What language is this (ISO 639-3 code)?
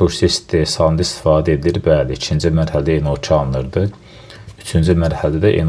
aze